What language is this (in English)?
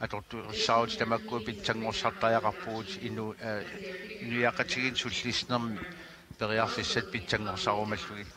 Kalaallisut